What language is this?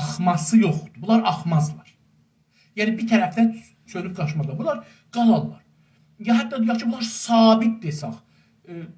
South Azerbaijani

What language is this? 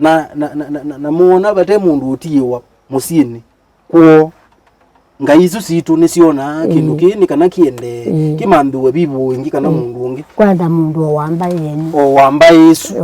Kamba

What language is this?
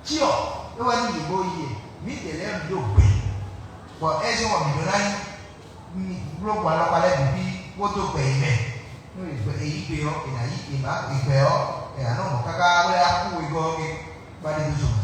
Fon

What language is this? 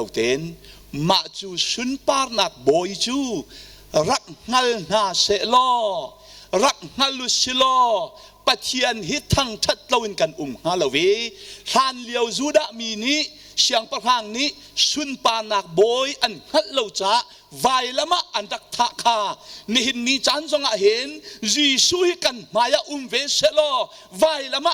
Hakha Chin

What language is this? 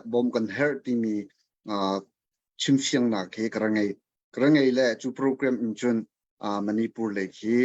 Hakha Chin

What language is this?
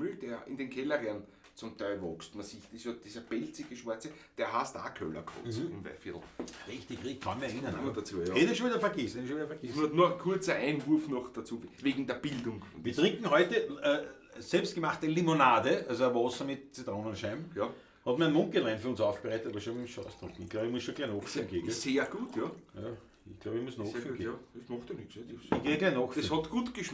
Bavarian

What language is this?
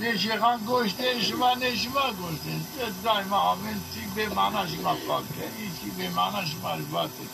Zaza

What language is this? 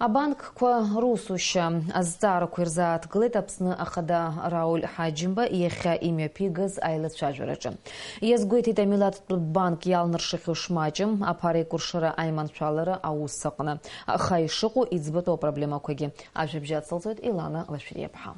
Abkhazian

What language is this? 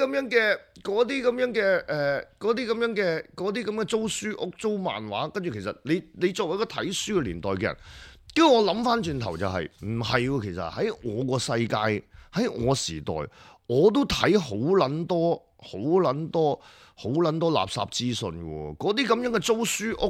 Cantonese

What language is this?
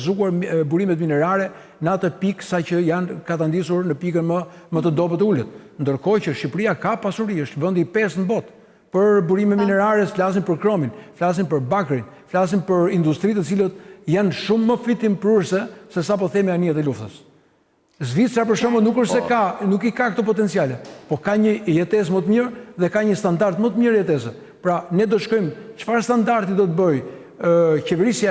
Albanian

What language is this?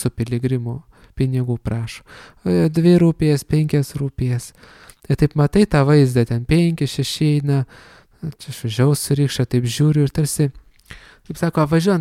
Lithuanian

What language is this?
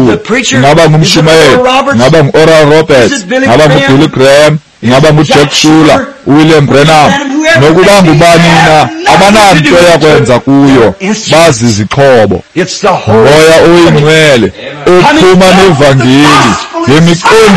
Xhosa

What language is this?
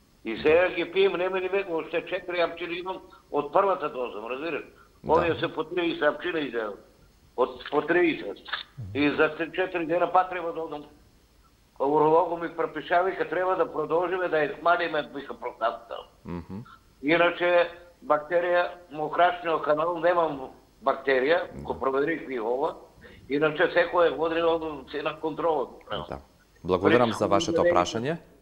Macedonian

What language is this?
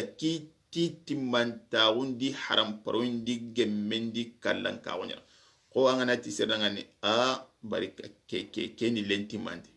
Soninke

